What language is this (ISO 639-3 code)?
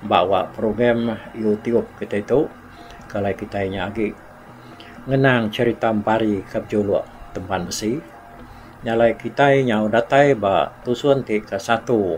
iba